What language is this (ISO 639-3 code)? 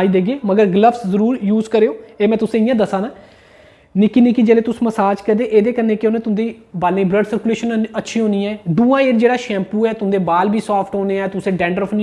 doi